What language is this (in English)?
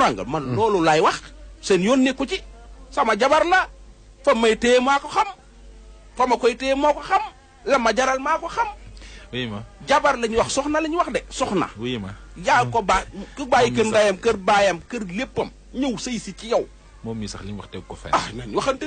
Wolof